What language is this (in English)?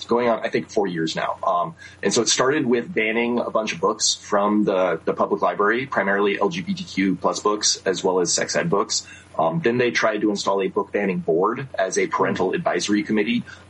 English